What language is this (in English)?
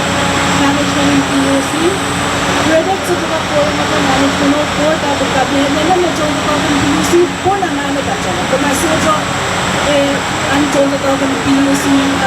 Pohnpeian